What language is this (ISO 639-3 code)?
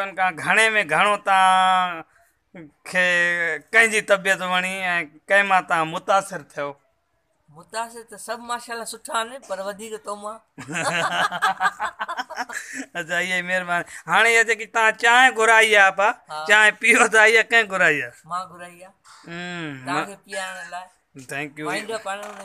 snd